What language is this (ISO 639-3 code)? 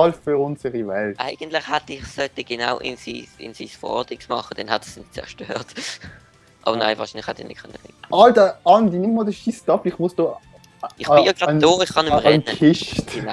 gsw